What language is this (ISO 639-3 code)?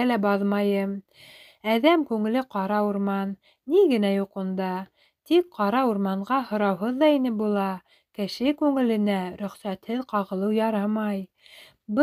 bak